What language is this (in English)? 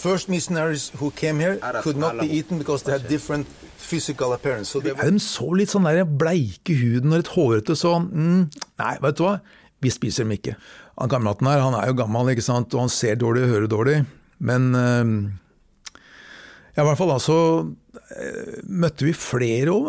Norwegian